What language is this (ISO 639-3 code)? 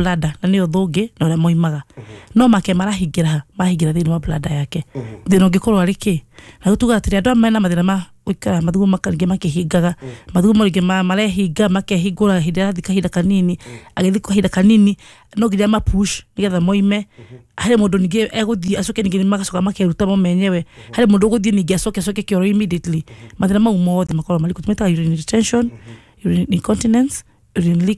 kik